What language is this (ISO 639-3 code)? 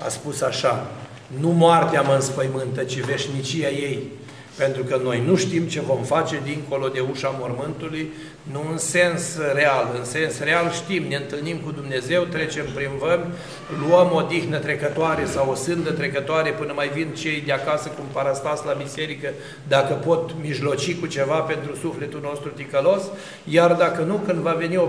ron